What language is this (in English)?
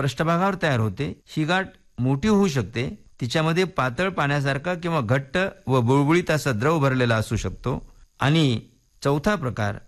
Marathi